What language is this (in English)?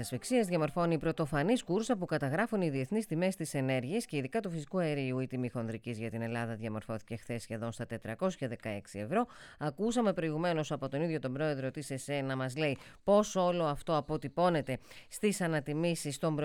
Greek